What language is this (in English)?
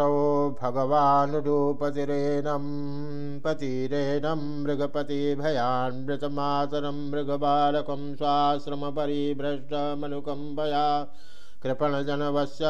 Sanskrit